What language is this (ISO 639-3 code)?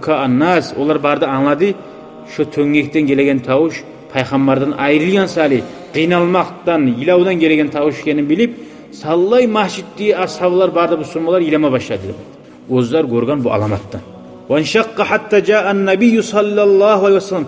kum